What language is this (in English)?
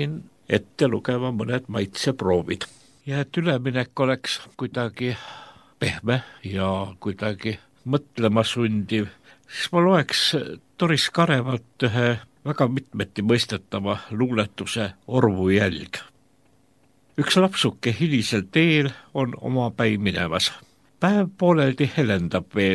Estonian